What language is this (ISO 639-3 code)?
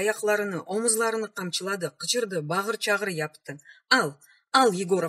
crh